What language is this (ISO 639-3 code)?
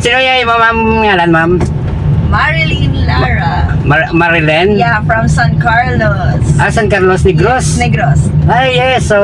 hil